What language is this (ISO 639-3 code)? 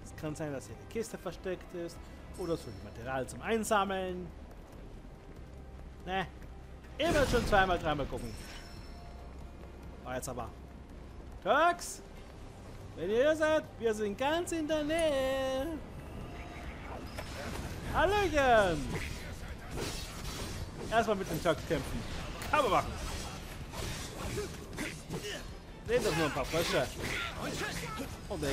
deu